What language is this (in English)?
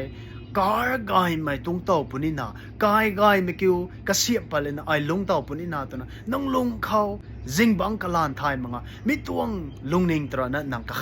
Rongmei Naga